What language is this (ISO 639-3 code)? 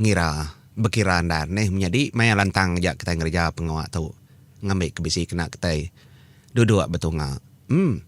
iba